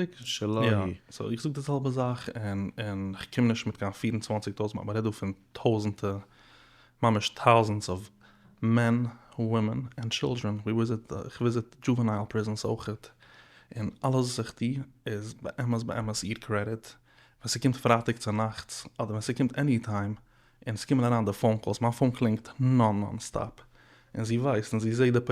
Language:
Yiddish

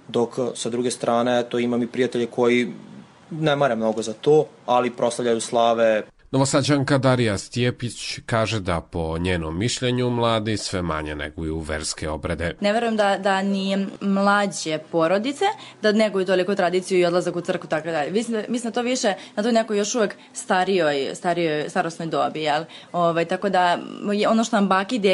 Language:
Serbian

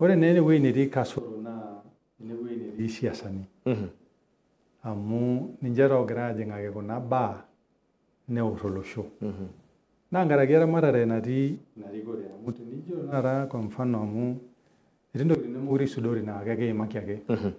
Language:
Masai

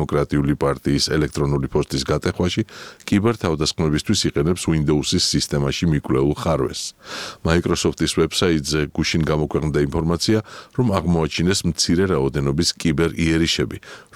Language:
Georgian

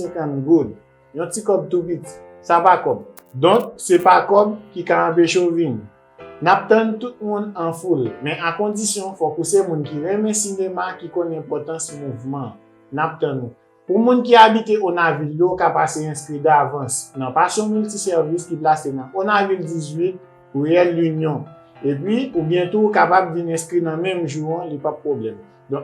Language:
Haitian Creole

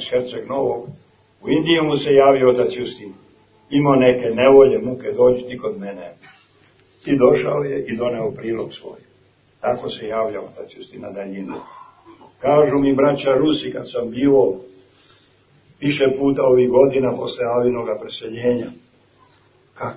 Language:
Serbian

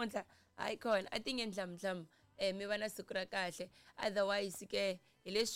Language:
Tsonga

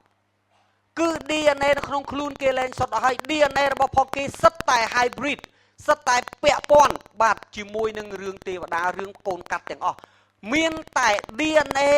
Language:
Khmer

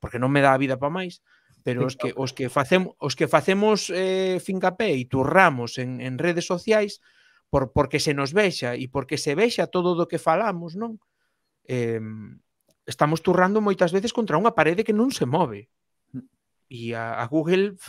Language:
Galician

